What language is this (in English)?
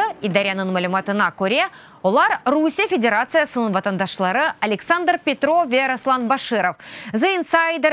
Crimean Tatar